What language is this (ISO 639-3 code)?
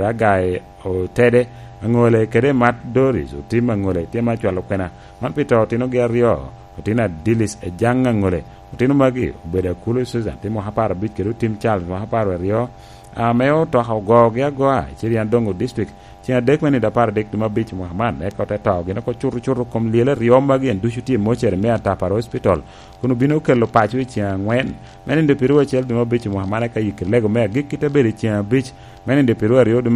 laj